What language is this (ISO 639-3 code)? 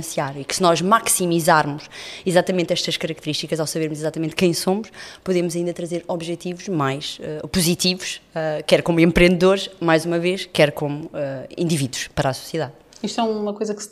por